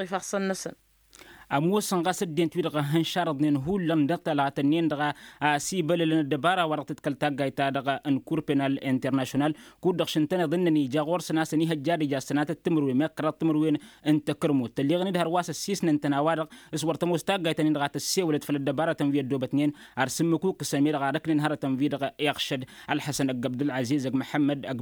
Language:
Tamasheq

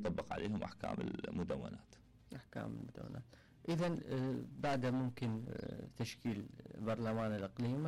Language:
Mesopotamian Arabic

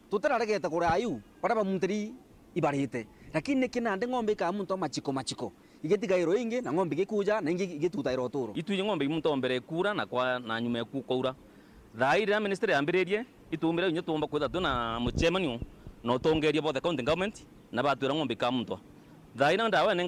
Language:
Meru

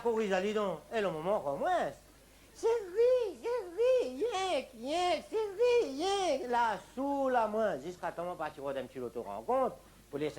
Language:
Réunion Creole French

